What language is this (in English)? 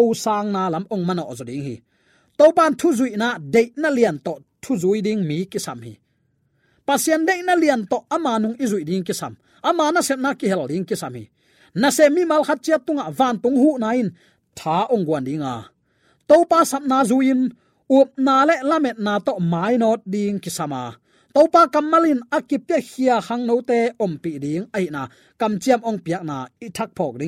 Tedim Chin